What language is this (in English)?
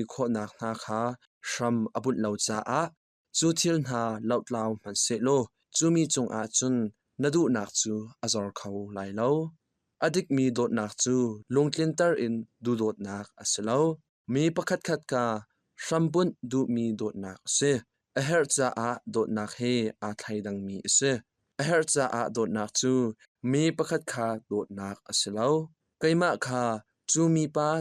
Hakha Chin